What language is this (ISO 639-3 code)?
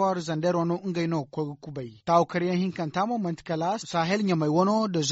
dje